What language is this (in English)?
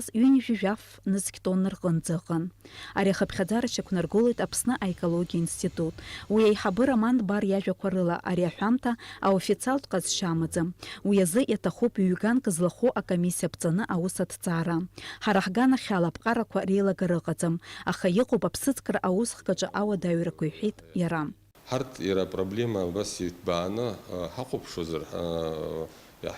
Abkhazian